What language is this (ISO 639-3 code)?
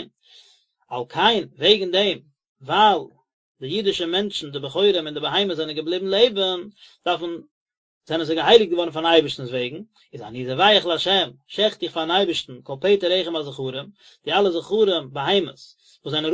yid